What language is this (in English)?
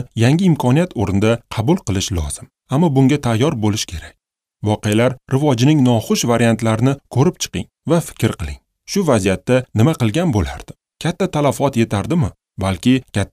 Uzbek